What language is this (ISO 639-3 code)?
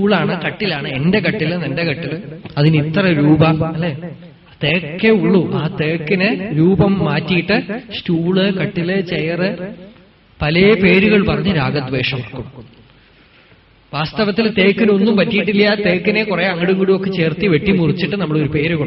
mal